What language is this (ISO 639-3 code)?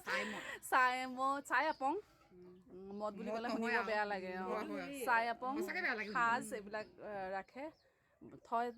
asm